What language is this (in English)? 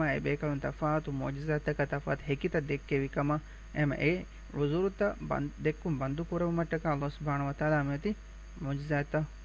Divehi